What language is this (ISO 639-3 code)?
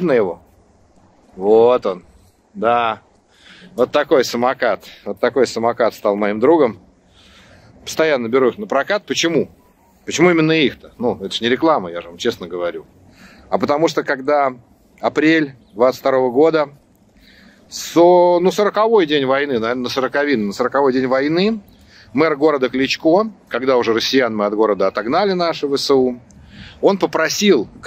rus